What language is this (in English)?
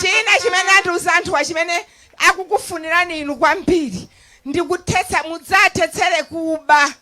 Nyanja